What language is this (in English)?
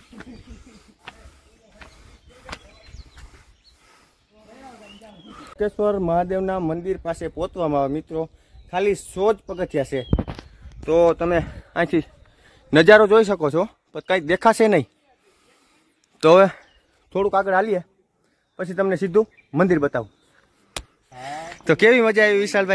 Gujarati